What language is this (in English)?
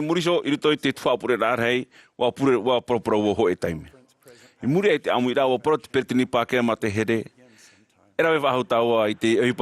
Tahitian